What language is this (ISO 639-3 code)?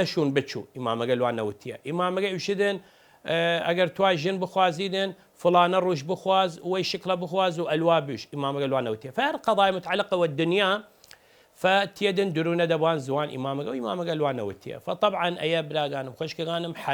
sdh